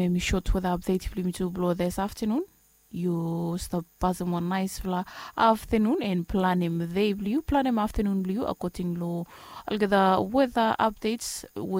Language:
Bislama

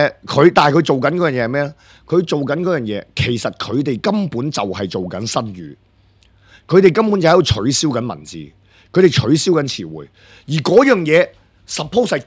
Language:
Cantonese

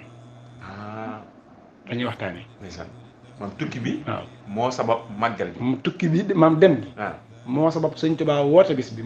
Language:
Wolof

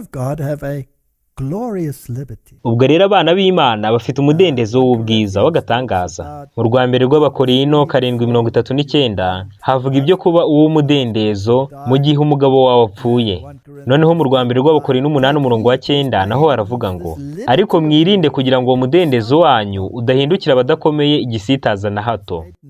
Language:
Kinyarwanda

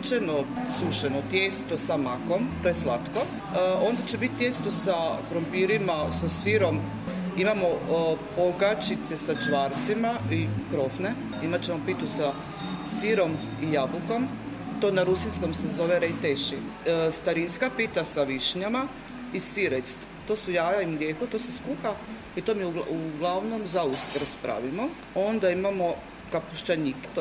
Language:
Croatian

